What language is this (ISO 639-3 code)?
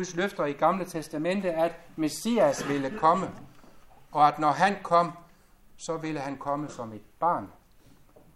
dan